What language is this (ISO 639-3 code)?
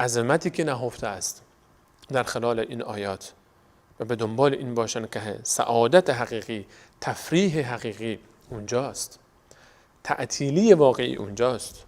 fas